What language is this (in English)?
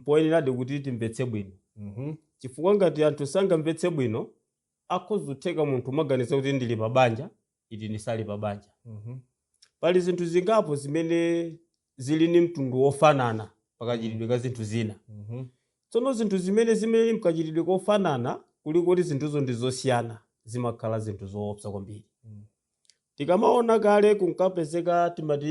Nyanja